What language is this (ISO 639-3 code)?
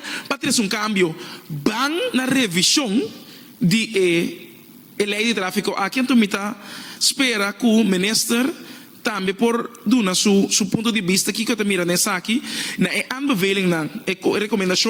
pap